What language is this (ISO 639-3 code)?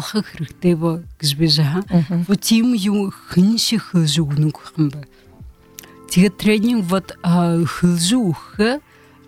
bua